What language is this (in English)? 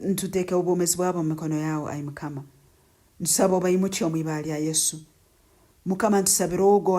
Nyankole